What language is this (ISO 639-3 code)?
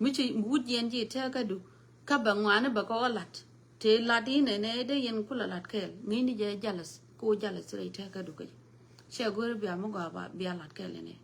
nus